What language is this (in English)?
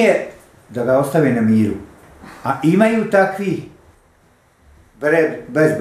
Bosnian